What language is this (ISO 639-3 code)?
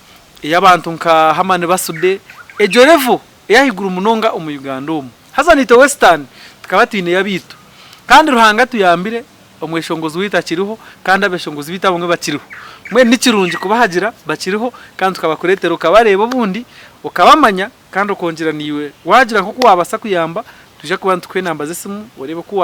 nyn